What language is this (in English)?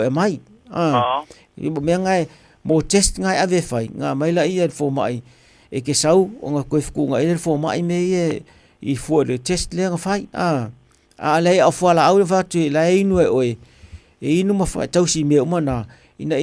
Samoan